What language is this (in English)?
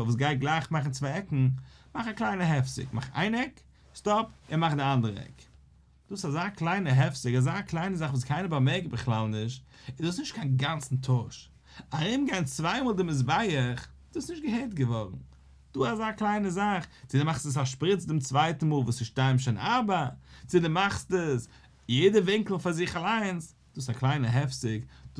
Yiddish